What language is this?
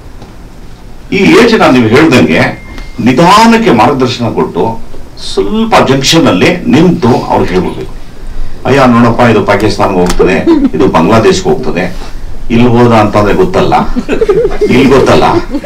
Kannada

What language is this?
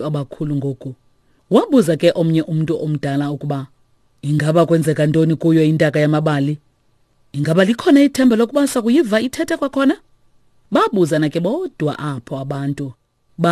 Xhosa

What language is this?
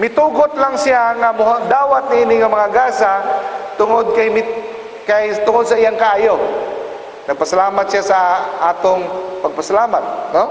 Cebuano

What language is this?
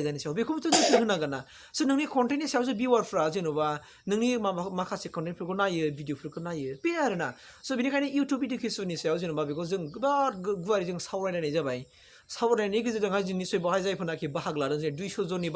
Bodo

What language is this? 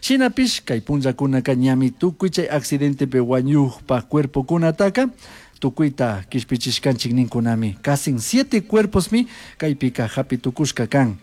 Chimborazo Highland Quichua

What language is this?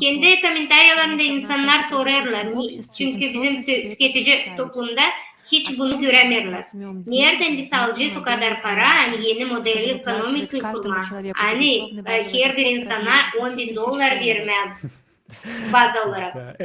Gagauz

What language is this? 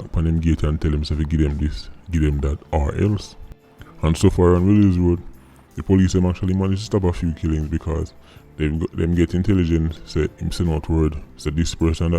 Jamaican Creole English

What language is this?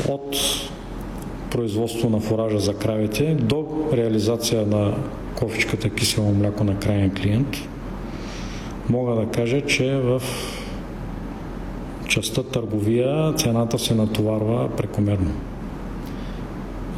Bulgarian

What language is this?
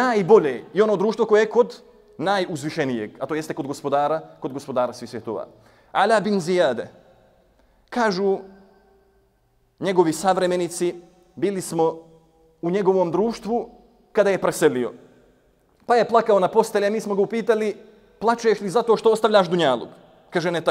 Bosnian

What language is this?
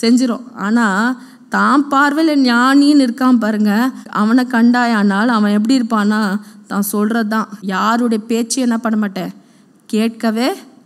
Tamil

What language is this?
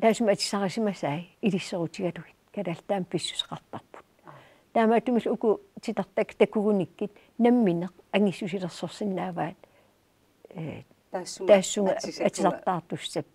Kalaallisut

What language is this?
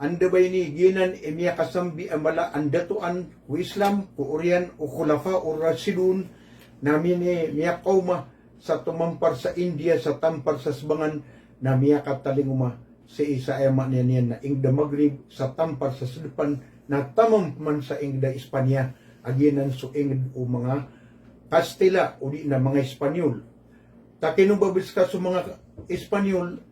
Maranao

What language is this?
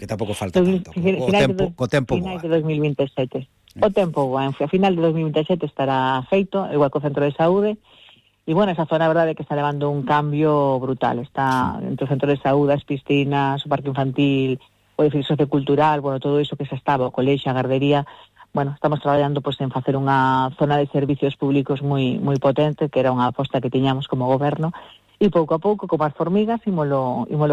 Galician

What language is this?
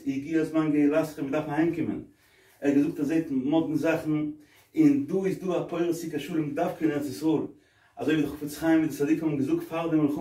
Yiddish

